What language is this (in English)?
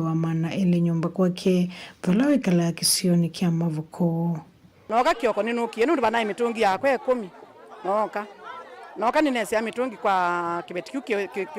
Kamba